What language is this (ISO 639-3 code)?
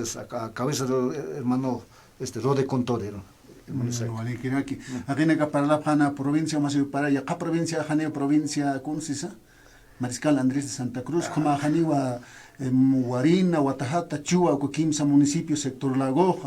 aym